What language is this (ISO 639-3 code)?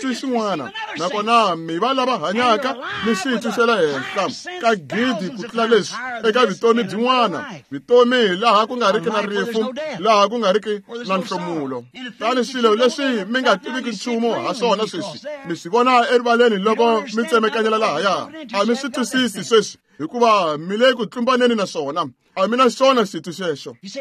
tso